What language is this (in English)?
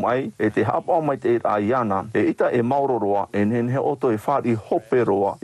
Tahitian